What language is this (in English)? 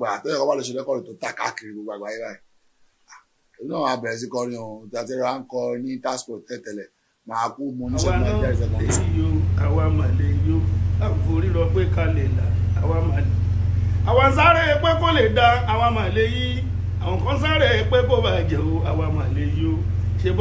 Yoruba